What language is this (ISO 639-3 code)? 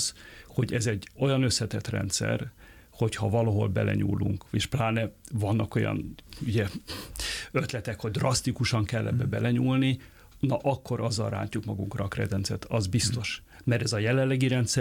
hun